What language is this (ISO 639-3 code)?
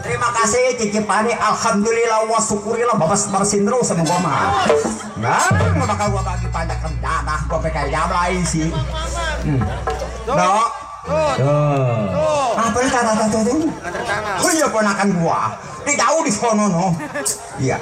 bew